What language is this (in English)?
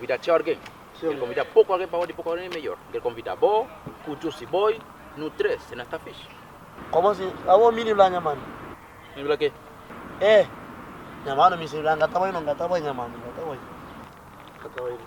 Kabuverdianu